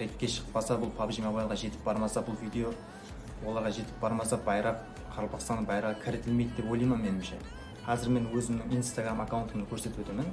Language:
Kara-Kalpak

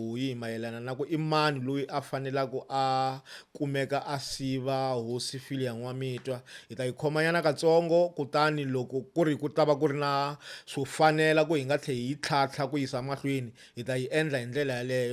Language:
Tsonga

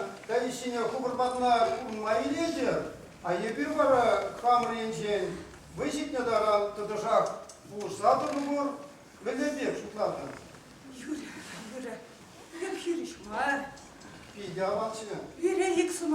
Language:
Chuvash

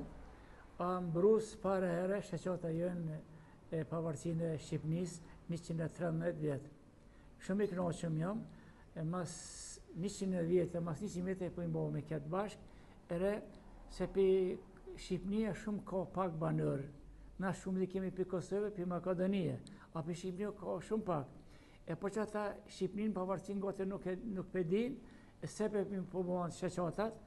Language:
Albanian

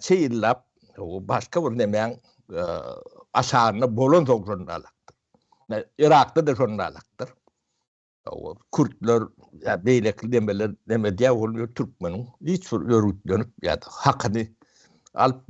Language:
Turkmen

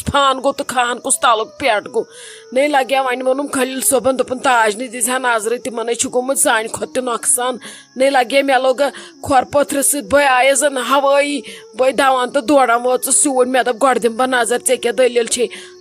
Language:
Kashmiri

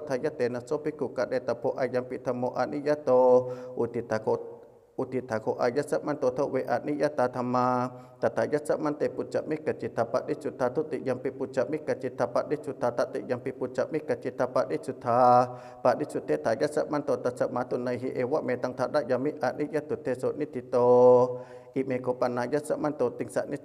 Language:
Pali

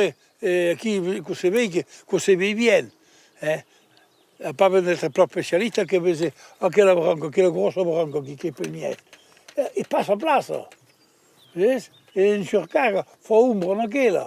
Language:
Occitan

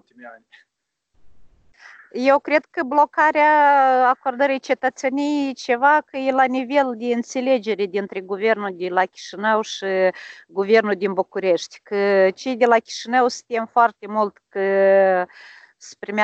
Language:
Romanian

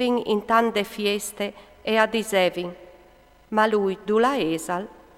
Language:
Friulian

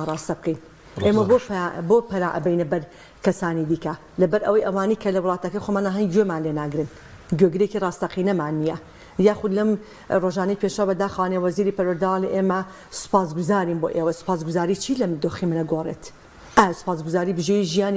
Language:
Central Kurdish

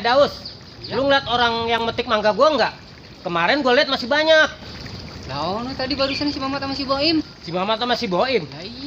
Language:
Betawi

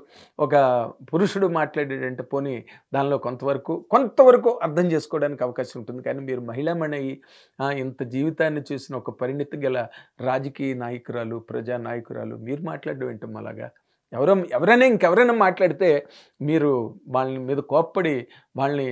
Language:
Telugu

